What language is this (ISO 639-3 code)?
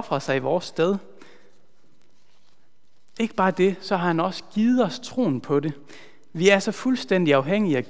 dan